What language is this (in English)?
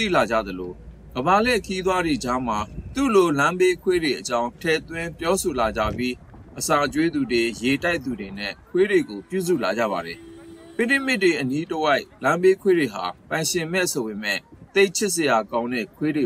Burmese